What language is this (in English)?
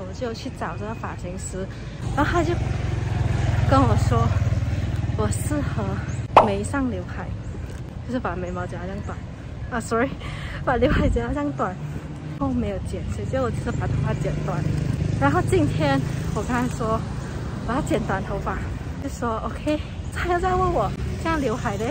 Chinese